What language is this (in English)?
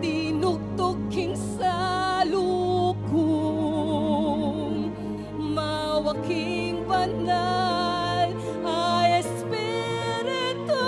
Pampanga